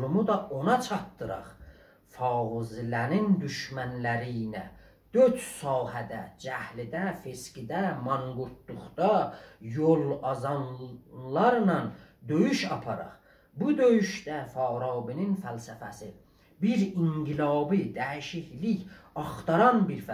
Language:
South Azerbaijani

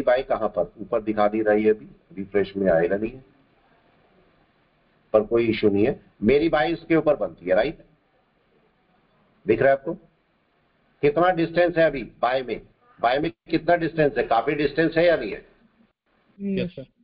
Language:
Hindi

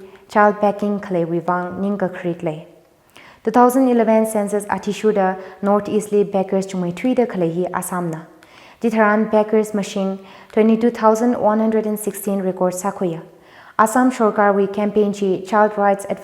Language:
Tangkhul Naga (India)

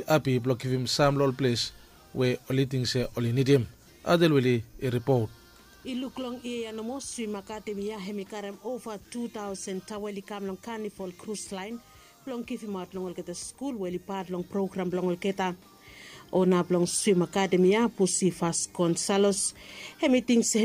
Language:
Bislama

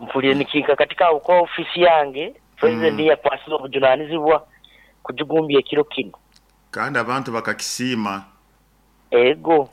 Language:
Nyoro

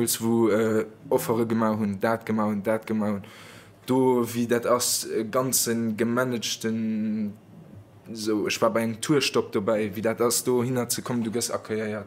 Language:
Luxembourgish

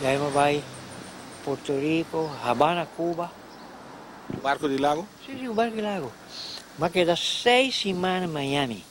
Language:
Papiamento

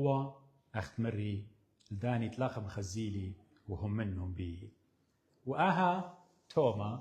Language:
Assyrian Neo-Aramaic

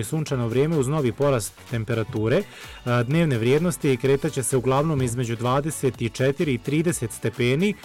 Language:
Bosnian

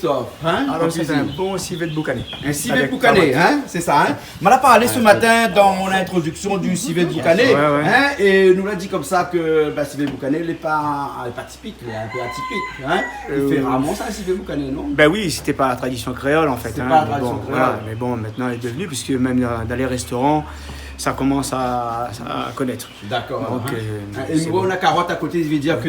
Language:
Réunion Creole French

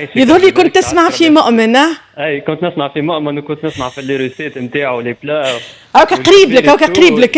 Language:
Tunisian Arabic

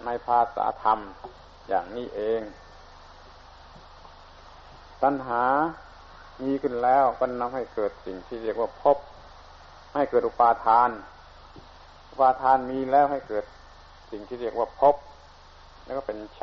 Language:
Thai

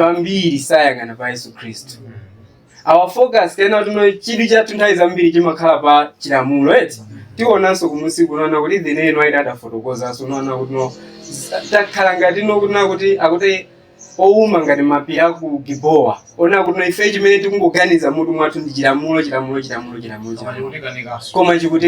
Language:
Nyanja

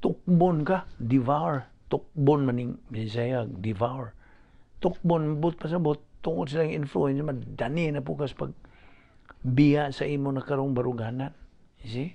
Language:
Cebuano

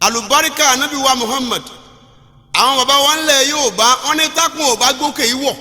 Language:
Yoruba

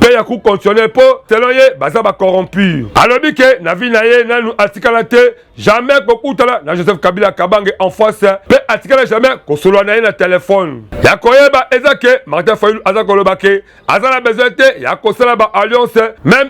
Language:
Lingala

